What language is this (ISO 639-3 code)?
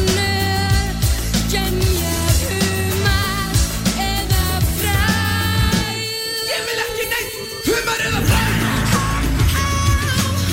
isl